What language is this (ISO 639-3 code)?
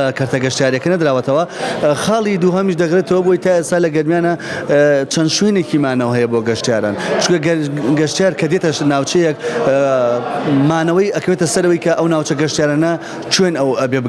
ckb